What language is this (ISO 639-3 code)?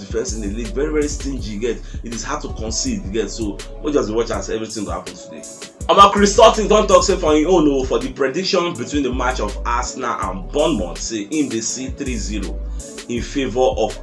pcm